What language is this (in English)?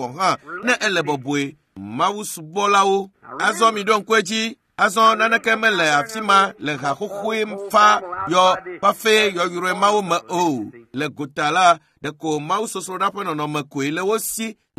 Ewe